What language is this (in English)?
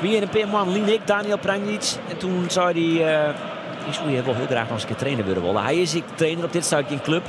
Western Frisian